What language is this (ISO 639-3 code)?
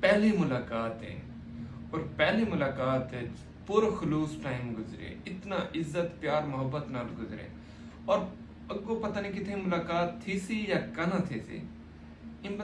skr